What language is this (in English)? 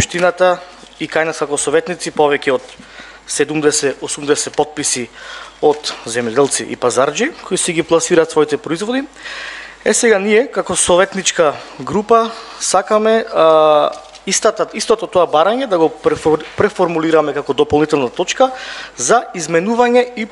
Macedonian